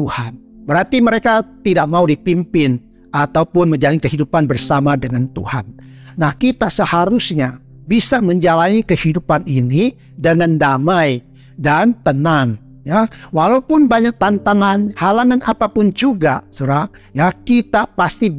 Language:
Indonesian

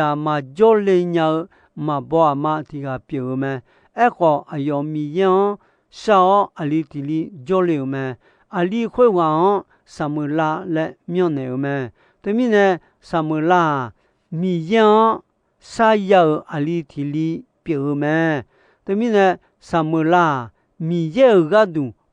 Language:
Akha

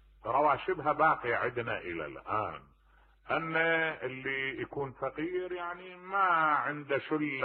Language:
Mesopotamian Arabic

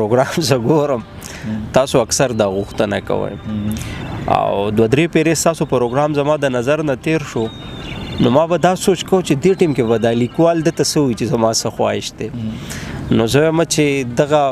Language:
Pashto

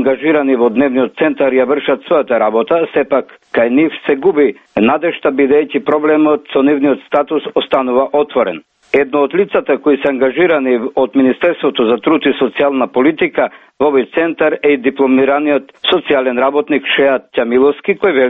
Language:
Macedonian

